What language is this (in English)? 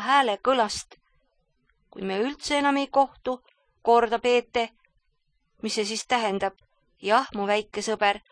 Estonian